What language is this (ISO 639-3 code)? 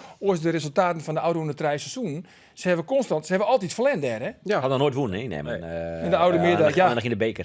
fry